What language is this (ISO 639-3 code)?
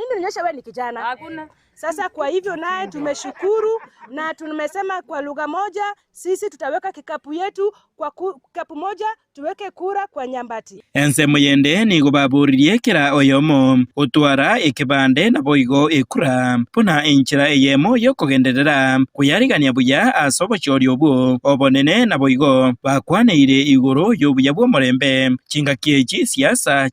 guz